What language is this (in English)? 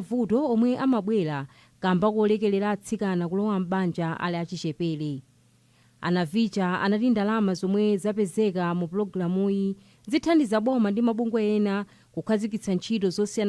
Nyanja